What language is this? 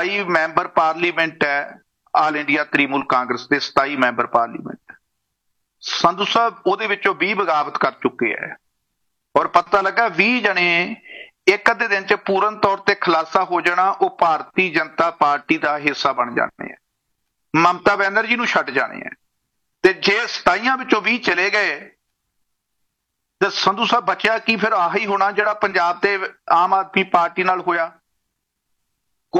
Punjabi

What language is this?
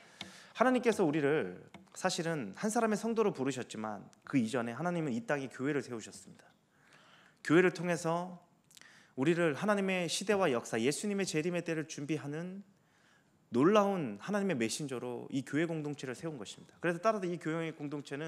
Korean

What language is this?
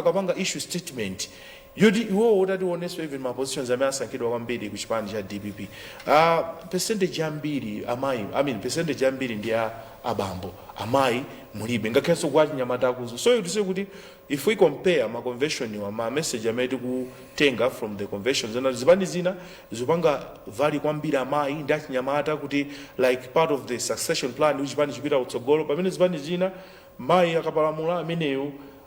Nyanja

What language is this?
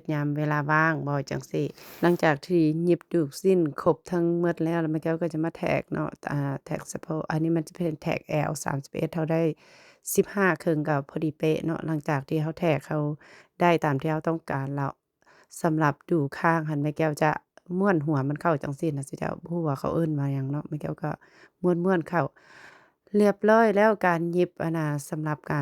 Lao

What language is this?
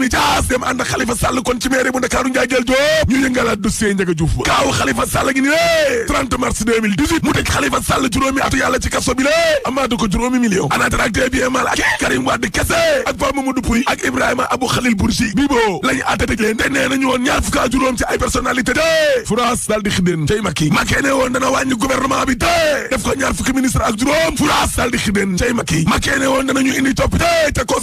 Wolof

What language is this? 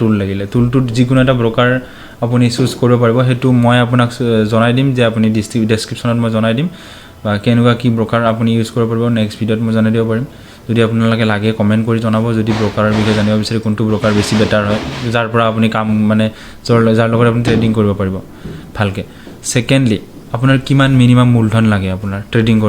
Assamese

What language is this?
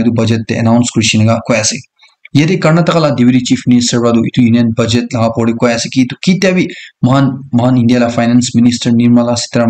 Naga Pidgin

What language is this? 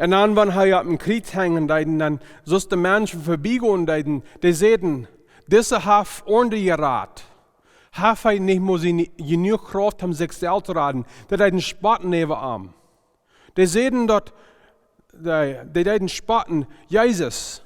Plautdietsch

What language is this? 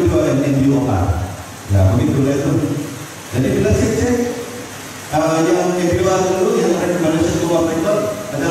Malay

